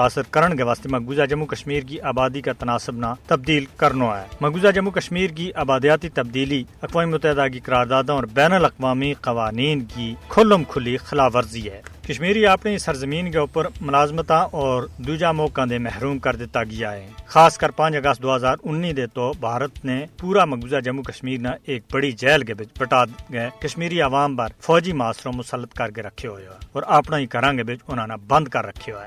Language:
Gujari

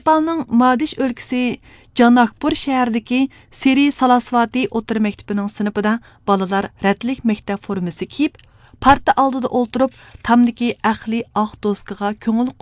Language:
Uyghur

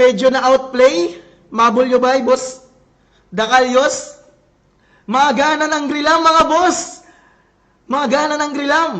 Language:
Waray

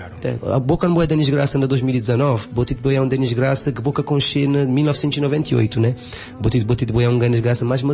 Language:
Kabuverdianu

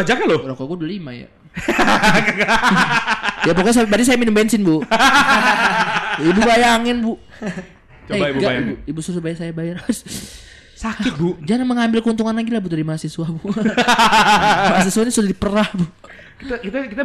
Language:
Indonesian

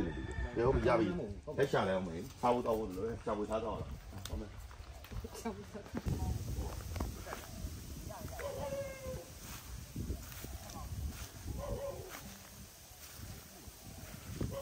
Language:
Burmese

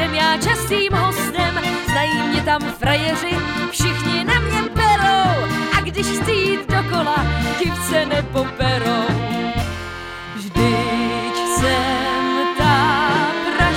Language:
Czech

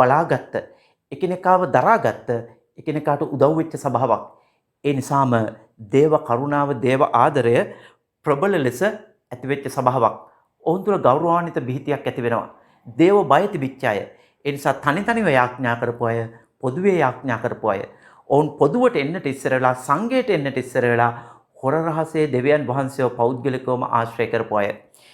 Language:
Sinhala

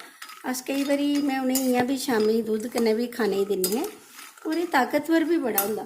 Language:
Dogri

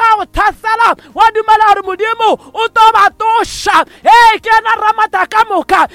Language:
Northern Sotho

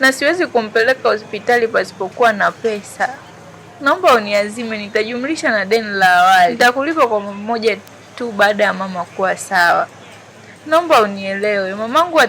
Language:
Swahili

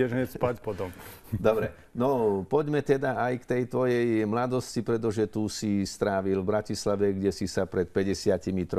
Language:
Slovak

